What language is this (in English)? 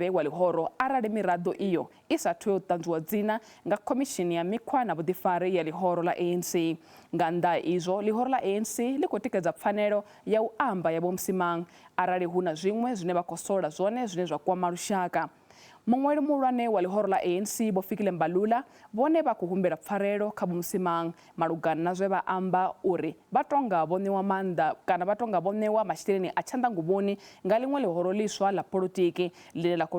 Venda